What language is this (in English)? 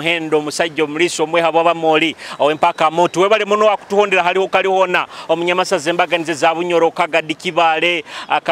Nyoro